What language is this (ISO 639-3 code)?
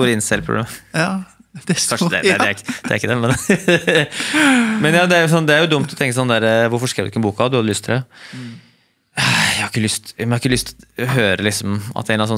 nor